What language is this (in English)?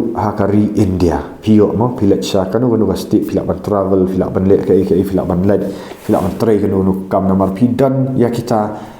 Khasi